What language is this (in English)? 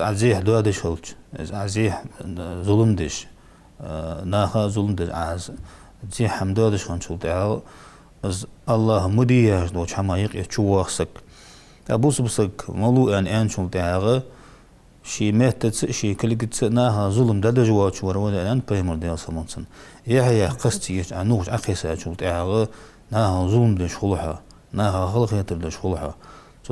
Ingush